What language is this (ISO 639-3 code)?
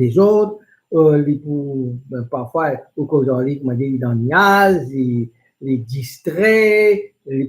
mfe